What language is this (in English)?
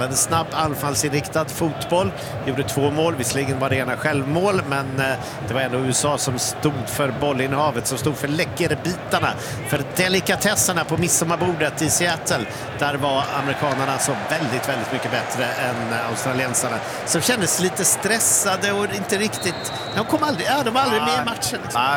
Swedish